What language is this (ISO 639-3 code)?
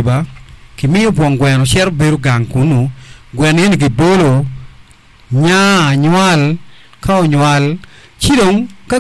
ach